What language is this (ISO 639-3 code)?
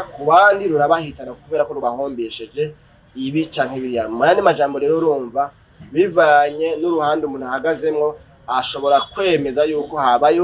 run